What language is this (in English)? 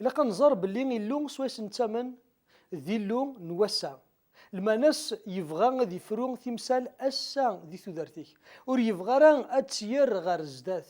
Kabyle